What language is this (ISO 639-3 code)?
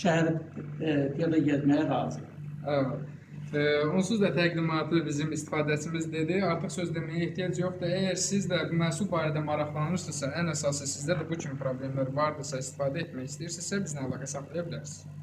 aze